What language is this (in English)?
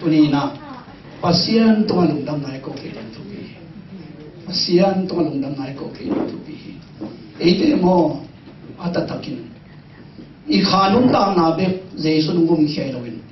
Tedim Chin